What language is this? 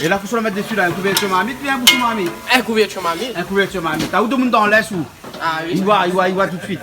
Réunion Creole French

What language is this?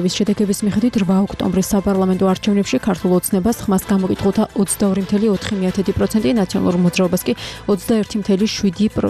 Georgian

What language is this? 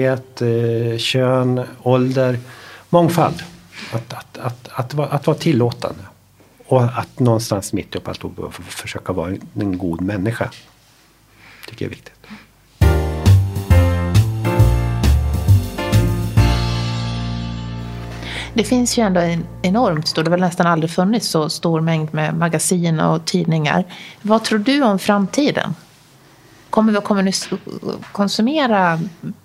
Swedish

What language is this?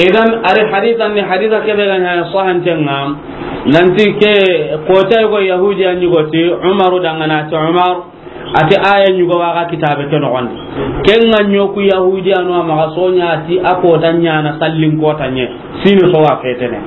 Soninke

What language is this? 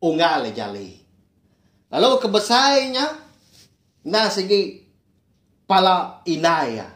Iban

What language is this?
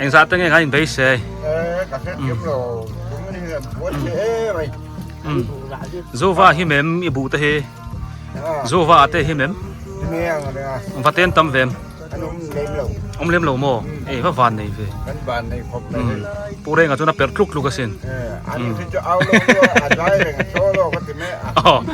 Biete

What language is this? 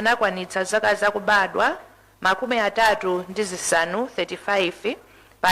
Nyanja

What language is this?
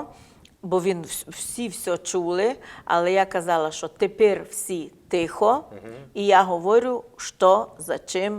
Rusyn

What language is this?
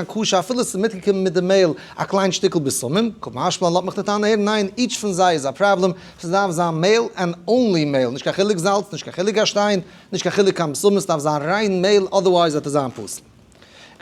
Yiddish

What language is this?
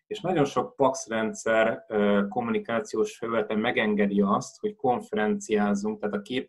Hungarian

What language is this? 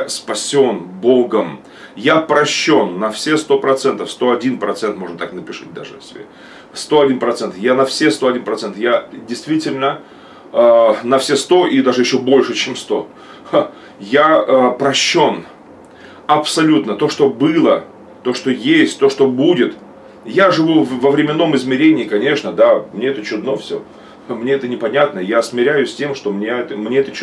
Russian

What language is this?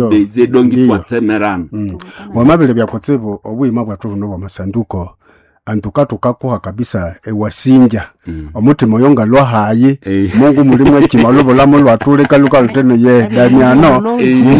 Nande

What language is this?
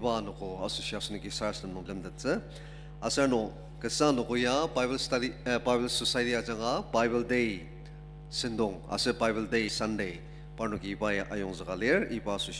Ao Naga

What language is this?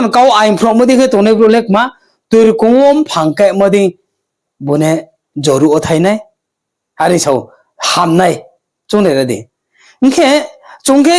Riang (India)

